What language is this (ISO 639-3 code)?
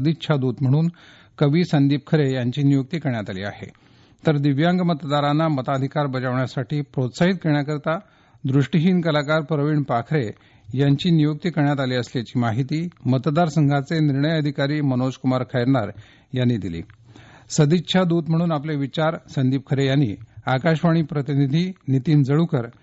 mar